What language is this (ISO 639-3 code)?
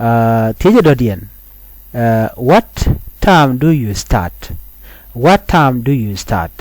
nus